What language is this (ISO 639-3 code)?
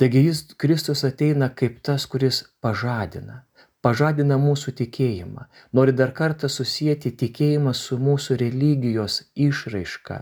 lit